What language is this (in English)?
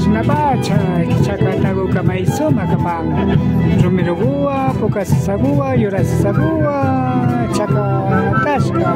Imbabura Highland Quichua